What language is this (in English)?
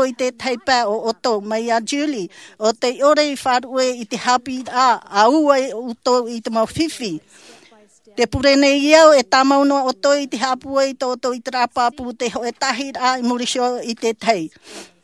Tahitian